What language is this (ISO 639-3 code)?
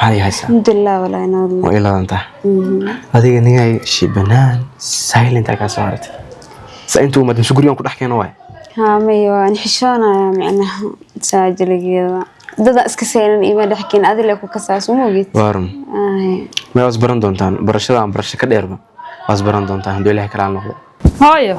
som